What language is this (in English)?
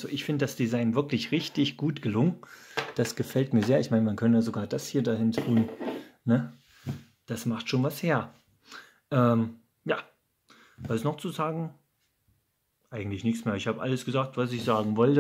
German